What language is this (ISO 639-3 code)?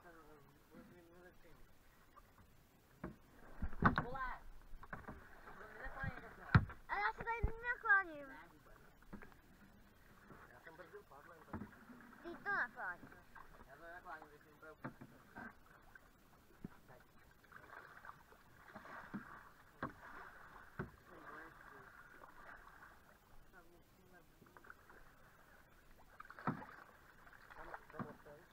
ces